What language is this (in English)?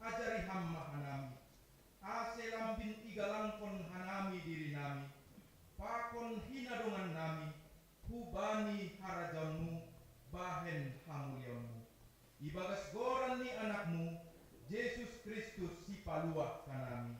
Batak Simalungun